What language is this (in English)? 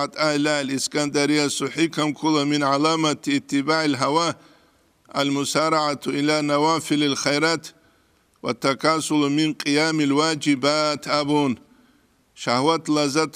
Avaric